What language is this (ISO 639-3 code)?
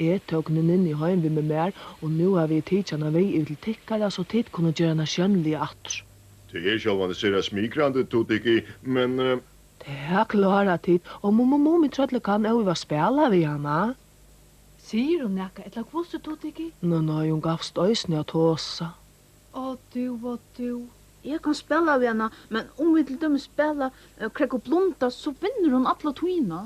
fao